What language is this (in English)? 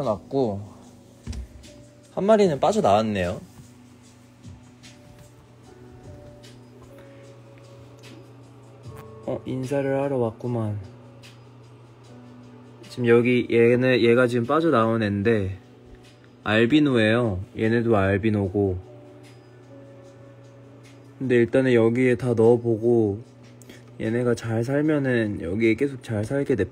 Korean